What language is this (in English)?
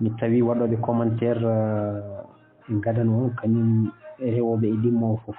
Fula